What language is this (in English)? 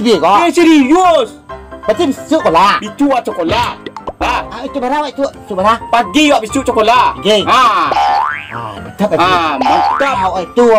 Minangkabau